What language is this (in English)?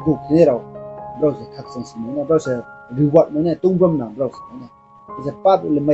Riang (India)